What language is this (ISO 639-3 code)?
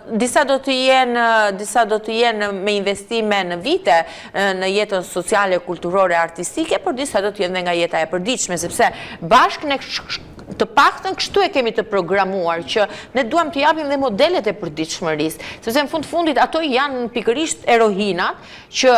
sqi